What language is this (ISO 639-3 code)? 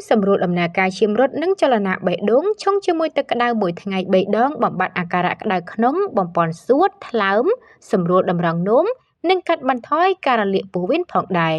khm